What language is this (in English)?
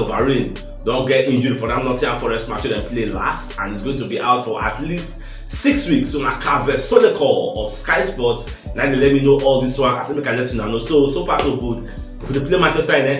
Nigerian Pidgin